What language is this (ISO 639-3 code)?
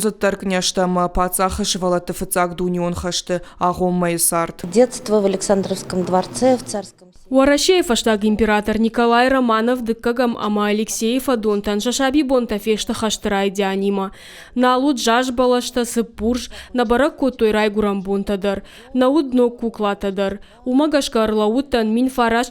oss